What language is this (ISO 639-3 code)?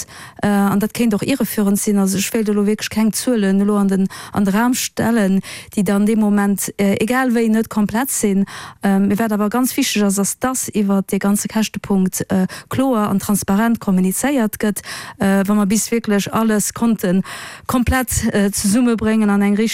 ltz